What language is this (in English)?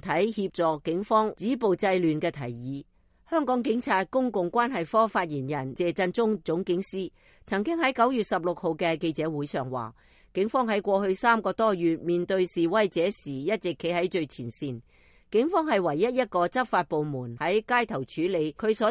Cantonese